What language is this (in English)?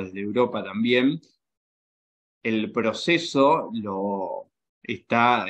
Spanish